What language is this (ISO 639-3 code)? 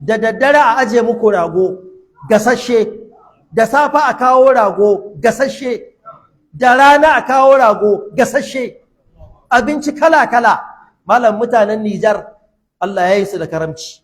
hau